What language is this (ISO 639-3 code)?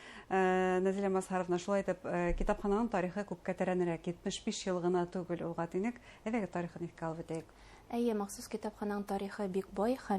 bak